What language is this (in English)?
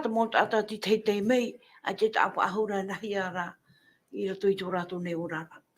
Tahitian